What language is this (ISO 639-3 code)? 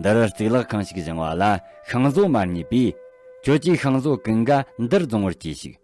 bod